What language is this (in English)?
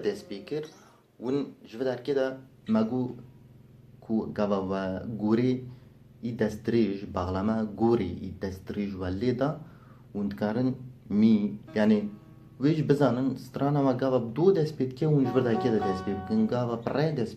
Kurdish